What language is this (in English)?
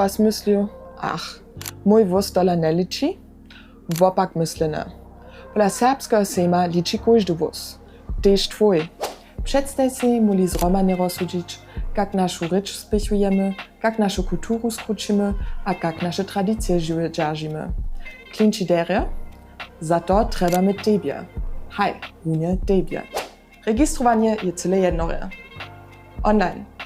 Upper Sorbian